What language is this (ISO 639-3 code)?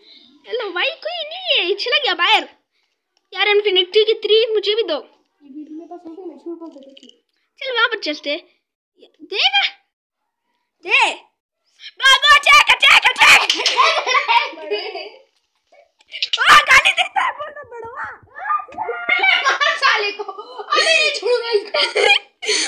hin